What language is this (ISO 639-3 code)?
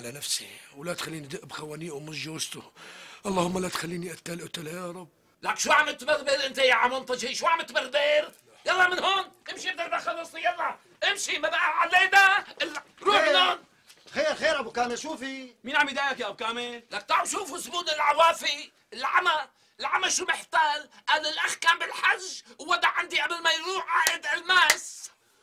apc